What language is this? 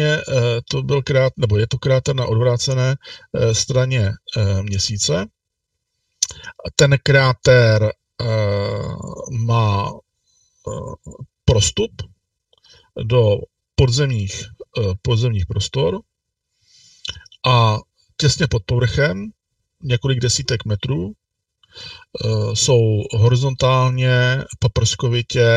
Czech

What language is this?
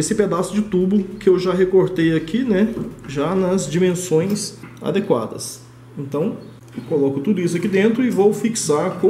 Portuguese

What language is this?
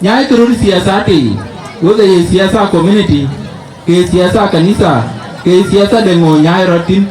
Dinka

